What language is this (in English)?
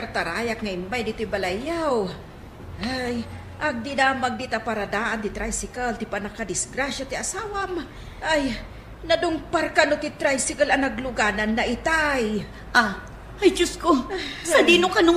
Iloko